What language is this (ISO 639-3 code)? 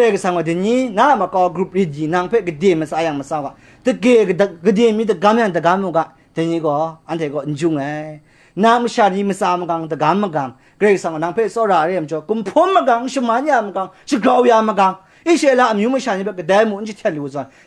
kac